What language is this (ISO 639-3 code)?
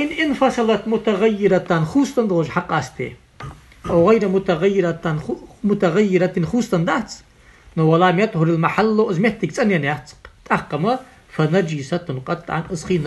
inh